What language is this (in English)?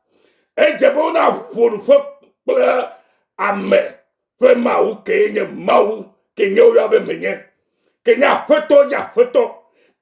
Ewe